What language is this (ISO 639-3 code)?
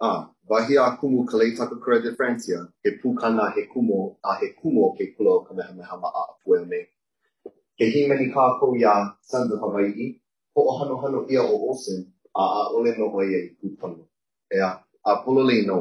haw